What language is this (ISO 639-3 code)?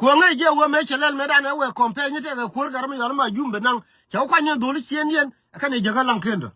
nus